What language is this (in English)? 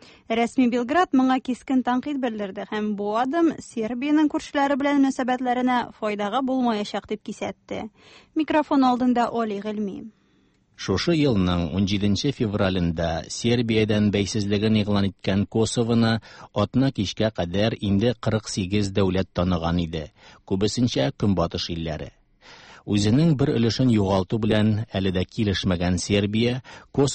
Tatar